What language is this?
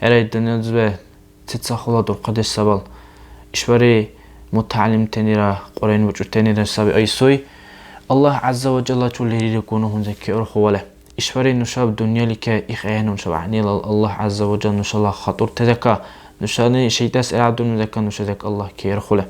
Dargwa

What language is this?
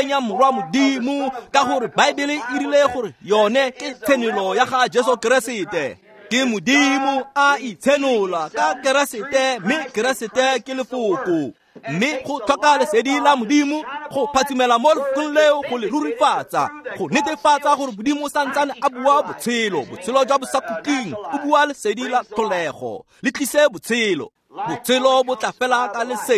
Tswana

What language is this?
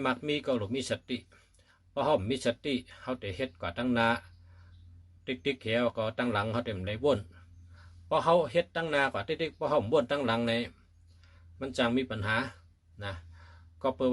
Shan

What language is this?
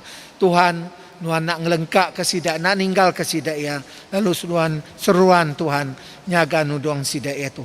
Iban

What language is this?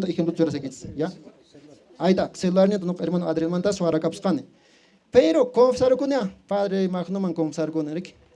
Quechua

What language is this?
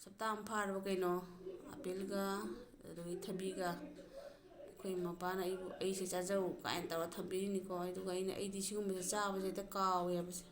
Manipuri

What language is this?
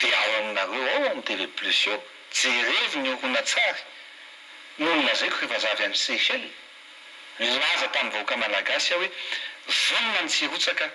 Malagasy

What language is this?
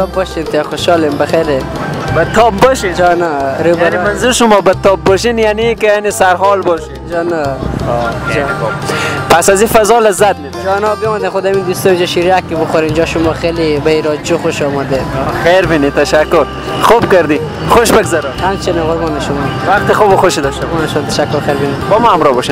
Persian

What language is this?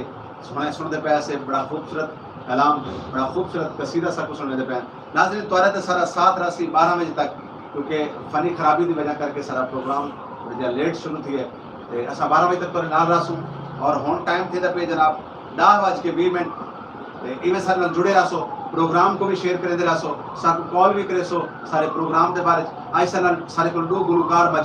Saraiki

